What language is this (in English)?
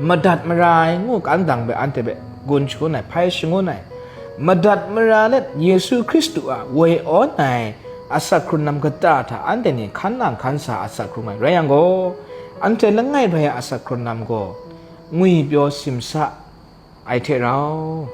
Kachin